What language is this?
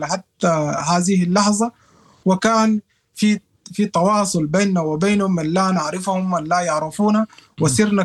Sudanese Arabic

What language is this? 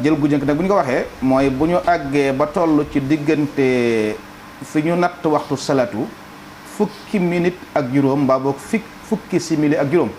Wolof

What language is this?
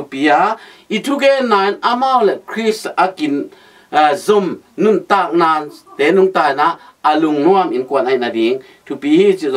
Tedim Chin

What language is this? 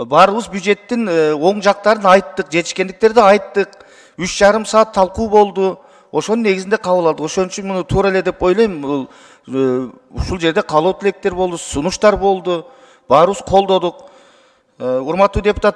Kyrgyz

